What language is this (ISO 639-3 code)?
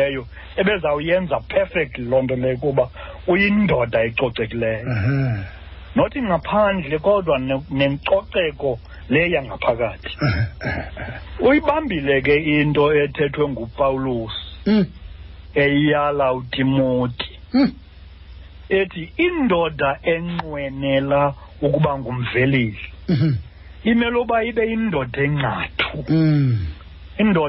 xho